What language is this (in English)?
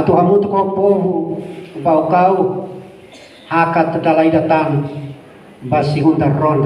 Tetum